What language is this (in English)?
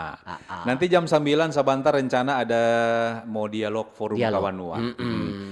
Manado Malay